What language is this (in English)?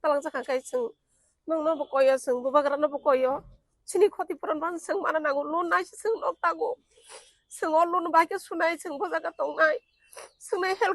Kok Borok